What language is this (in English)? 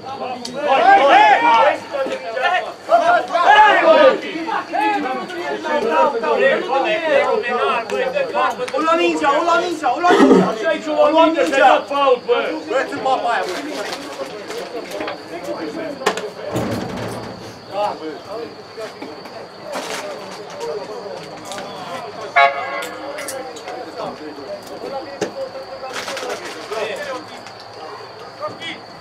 Romanian